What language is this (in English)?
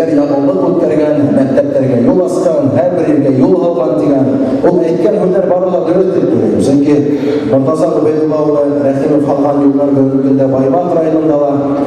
Bashkir